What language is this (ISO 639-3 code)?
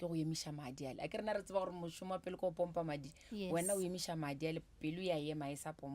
nso